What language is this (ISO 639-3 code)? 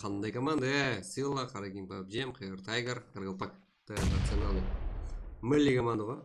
kaa